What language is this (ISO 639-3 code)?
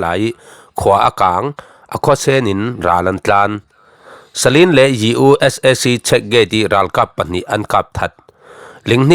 cfm